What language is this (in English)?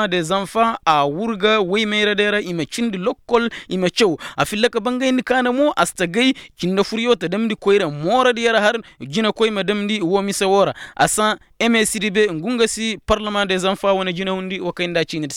Koyraboro Senni